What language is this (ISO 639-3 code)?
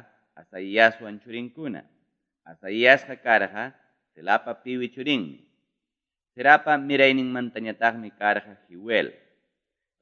quy